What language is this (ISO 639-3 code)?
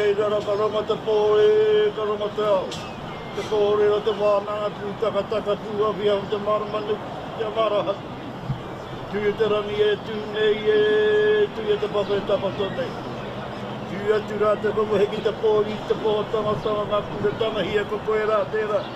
mri